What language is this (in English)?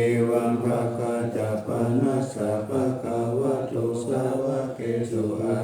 Pali